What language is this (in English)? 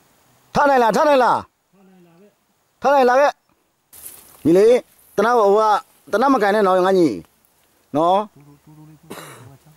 Burmese